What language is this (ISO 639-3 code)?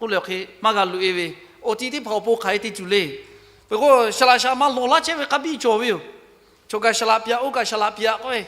lhu